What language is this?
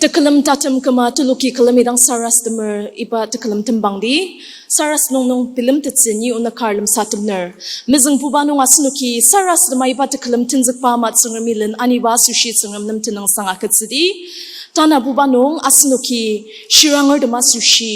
Ao Naga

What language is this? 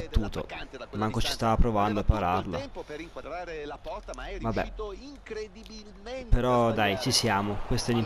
Italian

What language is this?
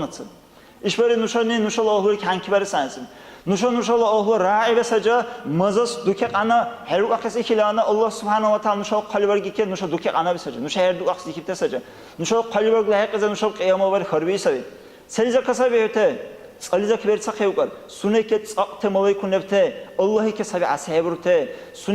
Dargwa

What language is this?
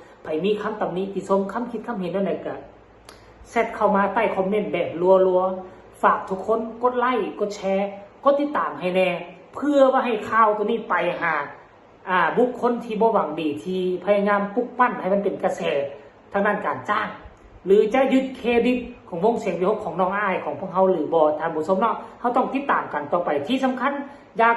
Northeastern Thai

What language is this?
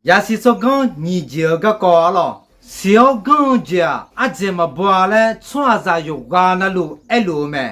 Akha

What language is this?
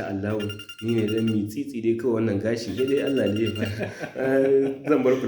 Hausa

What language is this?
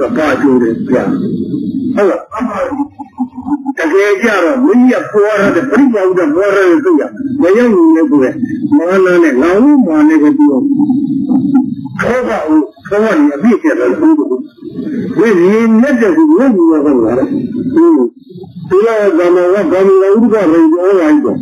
Burmese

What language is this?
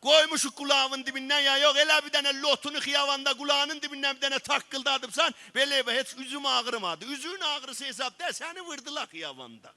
South Azerbaijani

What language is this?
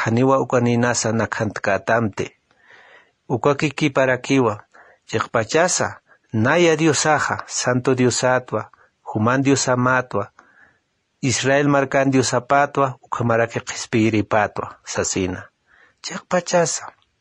Aymara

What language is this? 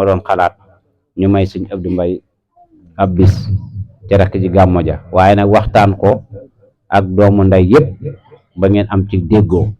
Wolof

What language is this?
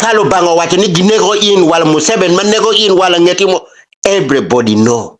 Acoli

